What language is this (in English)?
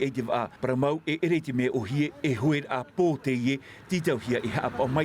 Tahitian